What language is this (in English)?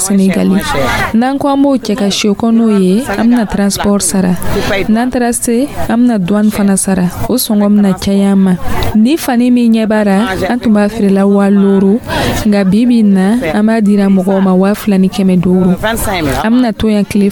Dyula